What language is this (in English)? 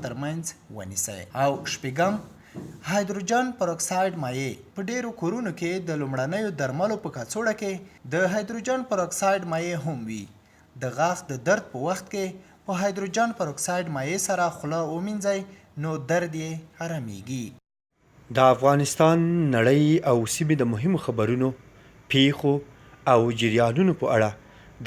Pashto